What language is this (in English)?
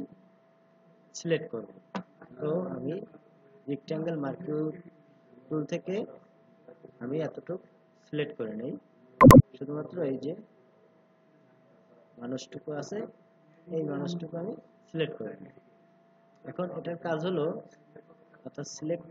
Bangla